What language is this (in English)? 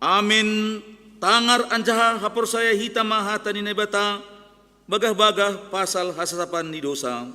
Batak Simalungun